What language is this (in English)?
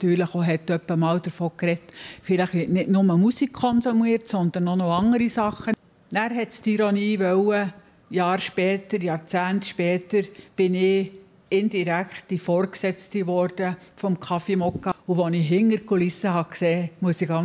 Swiss German